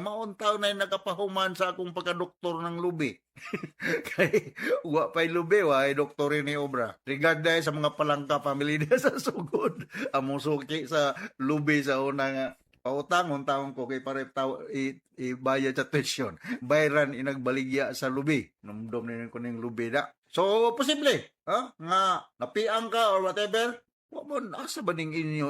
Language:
Cebuano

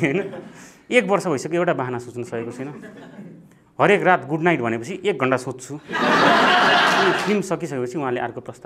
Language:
Nepali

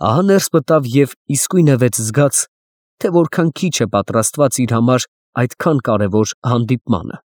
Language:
Armenian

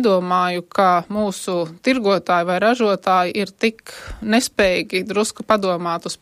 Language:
Latvian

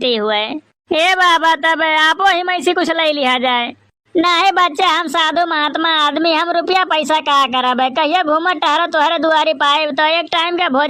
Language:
Awadhi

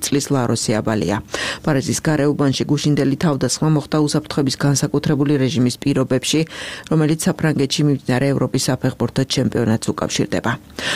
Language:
Georgian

